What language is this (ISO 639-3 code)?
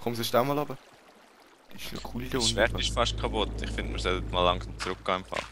gsw